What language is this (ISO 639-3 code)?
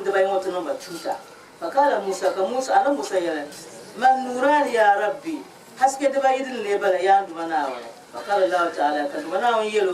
dag